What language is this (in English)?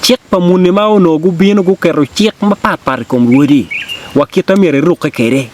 Acoli